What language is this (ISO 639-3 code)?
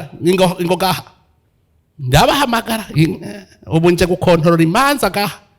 run